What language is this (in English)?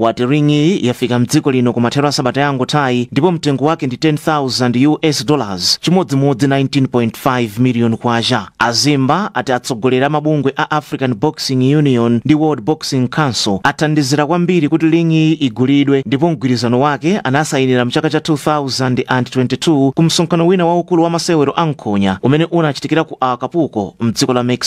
Nyanja